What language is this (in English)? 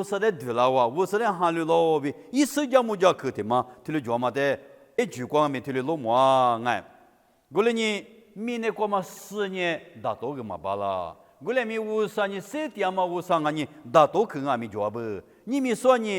Lisu